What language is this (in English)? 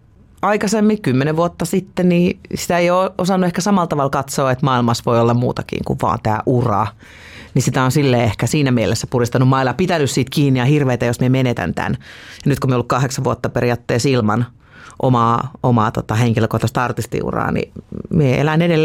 Finnish